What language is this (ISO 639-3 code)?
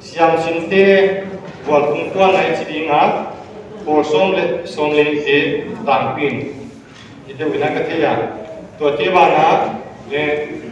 pck